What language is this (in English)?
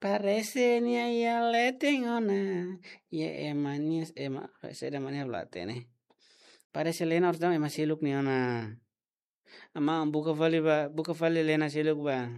Tetum